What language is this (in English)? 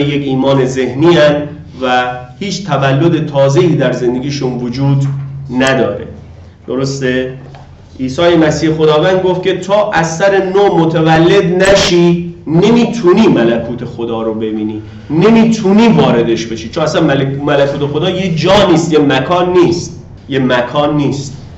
Persian